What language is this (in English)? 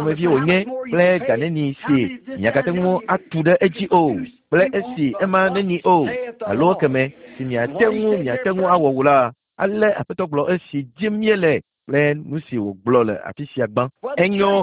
Ewe